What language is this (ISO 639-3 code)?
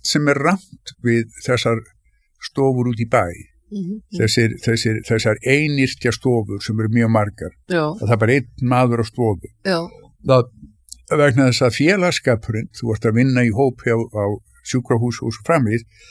isl